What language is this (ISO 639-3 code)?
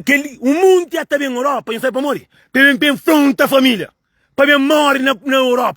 kea